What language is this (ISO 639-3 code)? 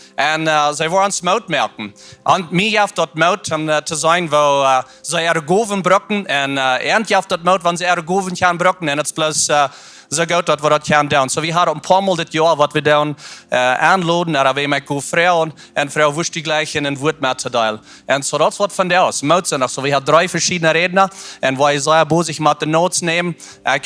pdt